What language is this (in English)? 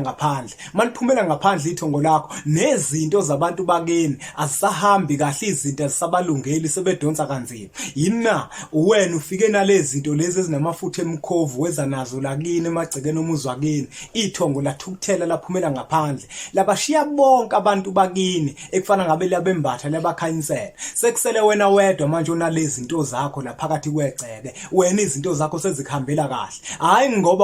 Zulu